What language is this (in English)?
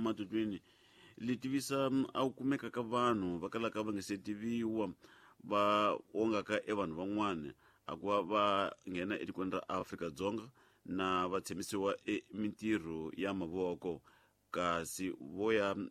Tsonga